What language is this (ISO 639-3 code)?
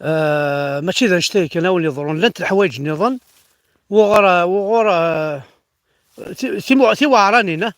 kab